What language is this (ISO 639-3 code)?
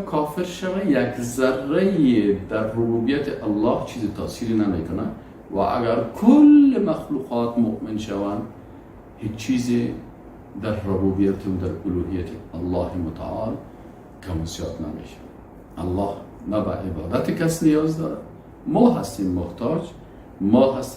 fas